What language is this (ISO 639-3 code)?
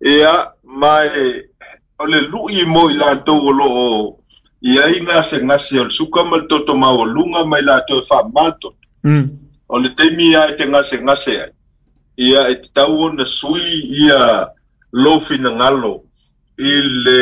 smo